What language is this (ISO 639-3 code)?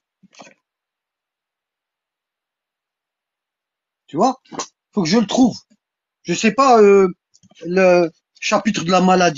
fra